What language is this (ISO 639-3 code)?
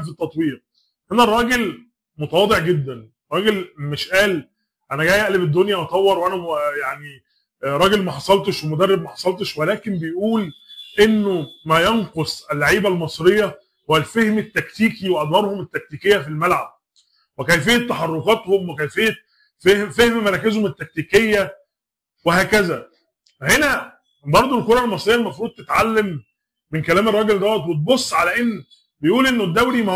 arz